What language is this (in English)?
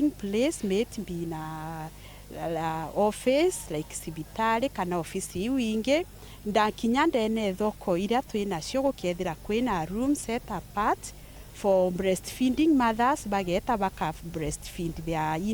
Meru